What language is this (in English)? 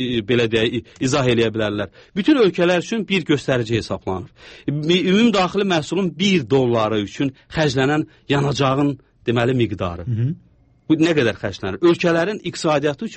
Azerbaijani